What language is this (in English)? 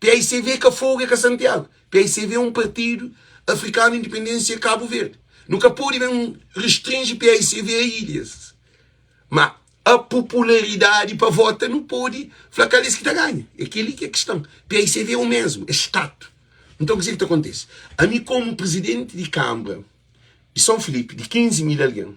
Kabuverdianu